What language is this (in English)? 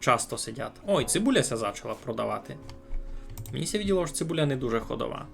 Rusyn